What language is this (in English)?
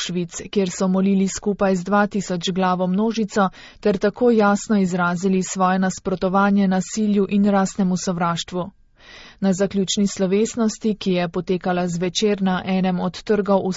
Slovenian